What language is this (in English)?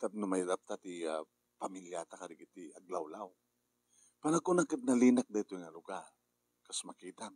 Iloko